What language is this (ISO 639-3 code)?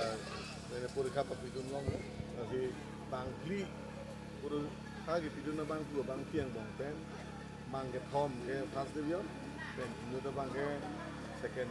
mjw